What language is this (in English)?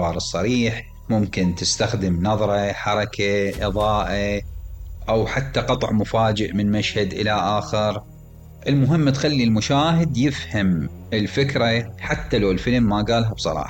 Mesopotamian Arabic